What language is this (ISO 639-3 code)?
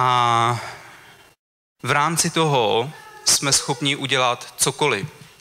ces